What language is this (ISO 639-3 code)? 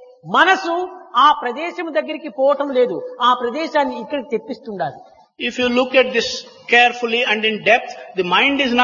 tel